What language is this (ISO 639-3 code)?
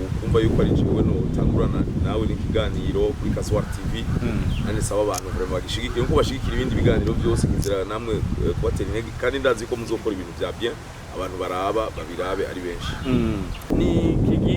run